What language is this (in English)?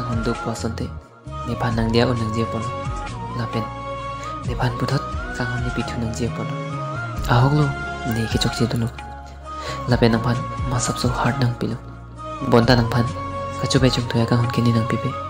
Karbi